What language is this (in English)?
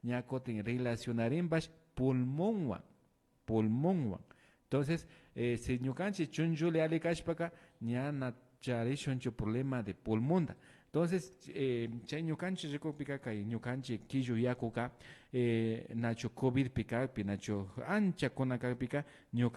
Imbabura Highland Quichua